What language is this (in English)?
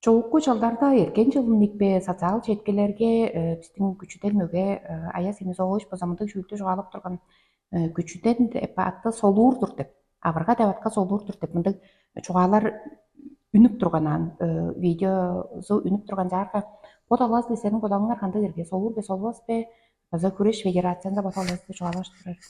Tuvinian